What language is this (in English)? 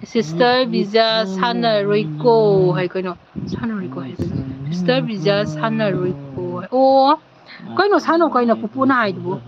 Manipuri